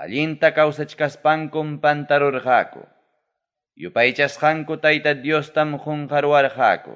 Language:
Ayacucho Quechua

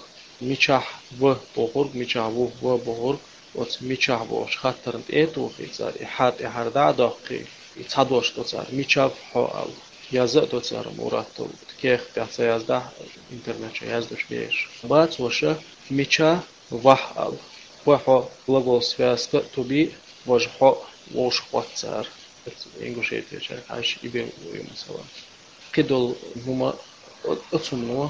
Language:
Chechen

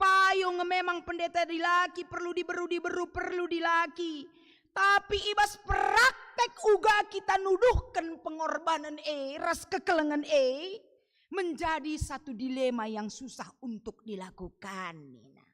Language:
Batak Karo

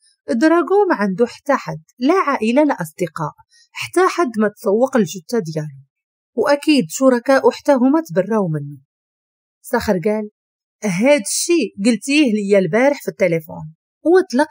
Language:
Moroccan Arabic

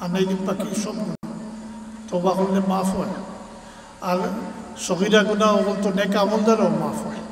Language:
Sylheti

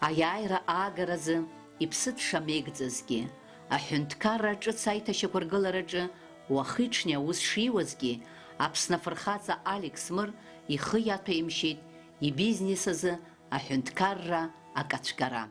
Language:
Abkhazian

